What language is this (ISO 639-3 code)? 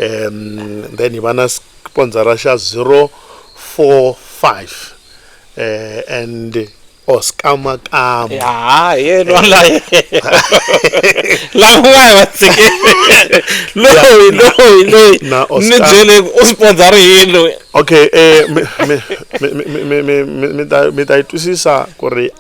tso